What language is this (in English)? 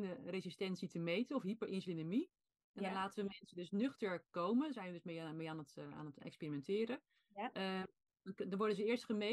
Dutch